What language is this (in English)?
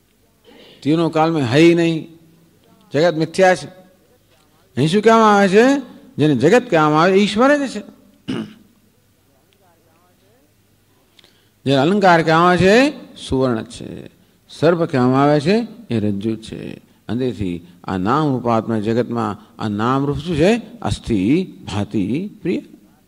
Gujarati